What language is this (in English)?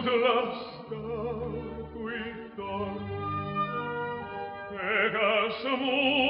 Estonian